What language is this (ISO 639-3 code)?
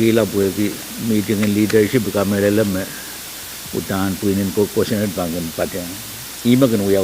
pon